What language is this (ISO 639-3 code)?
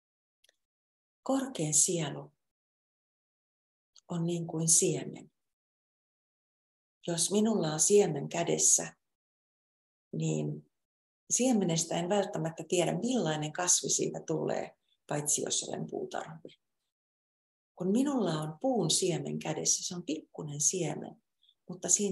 fin